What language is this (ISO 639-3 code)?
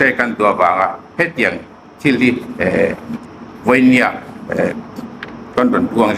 hmr